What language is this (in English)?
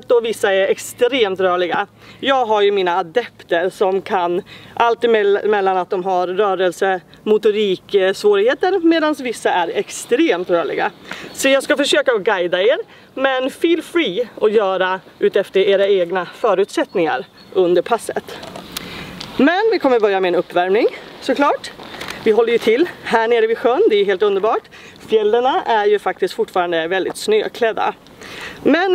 Swedish